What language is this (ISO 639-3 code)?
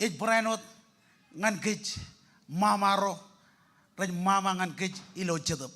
mah